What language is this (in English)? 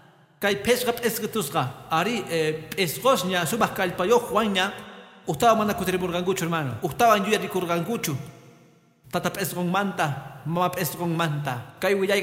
Quechua